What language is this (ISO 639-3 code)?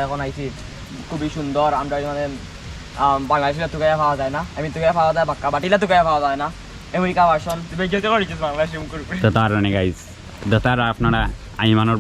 syl